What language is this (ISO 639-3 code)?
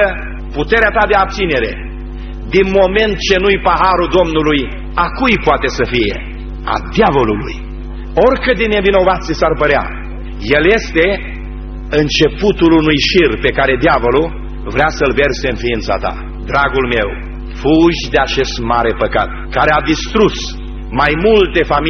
ron